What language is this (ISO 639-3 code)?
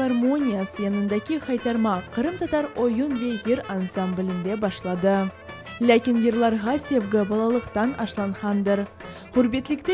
crh